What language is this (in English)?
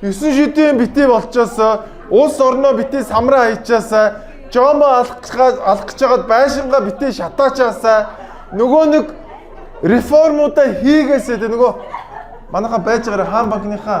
Mongolian